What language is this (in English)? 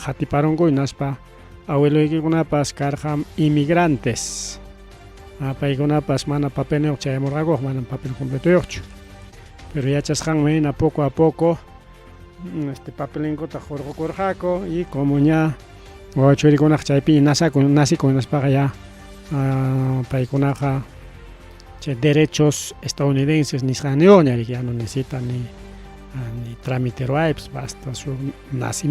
Ayacucho Quechua